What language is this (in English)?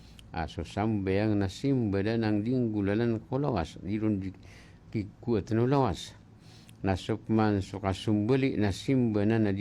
Maranao